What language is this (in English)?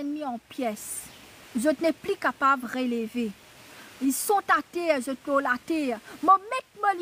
Morisyen